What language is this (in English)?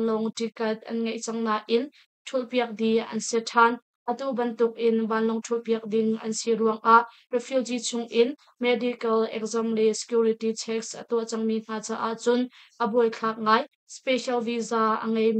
Hakha Chin